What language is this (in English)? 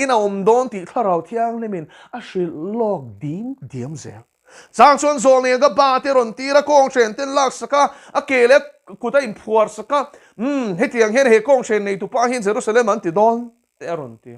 Mizo